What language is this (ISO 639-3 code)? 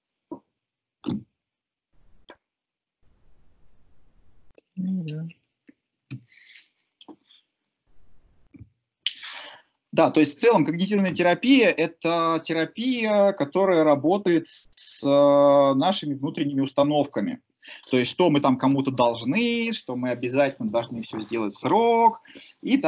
rus